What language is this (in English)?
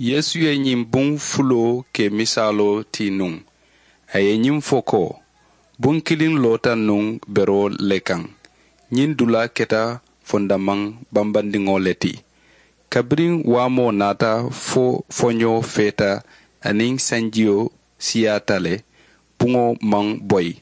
Mandingo